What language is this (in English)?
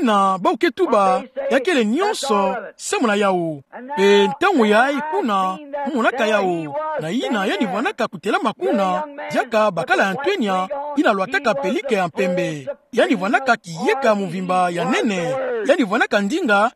Kituba (Democratic Republic of Congo)